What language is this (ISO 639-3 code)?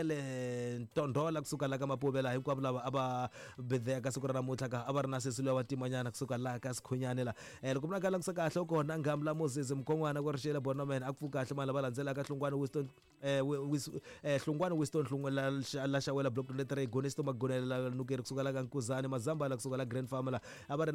tso